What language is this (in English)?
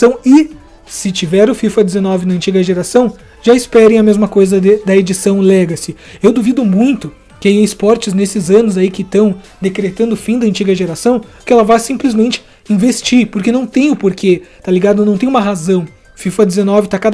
Portuguese